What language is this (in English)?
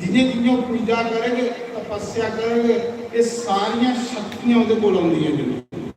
Dogri